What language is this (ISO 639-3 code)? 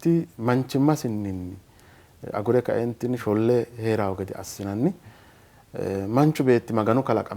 sid